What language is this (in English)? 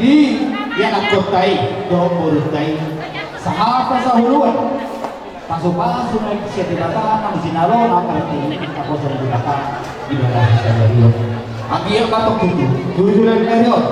Batak Toba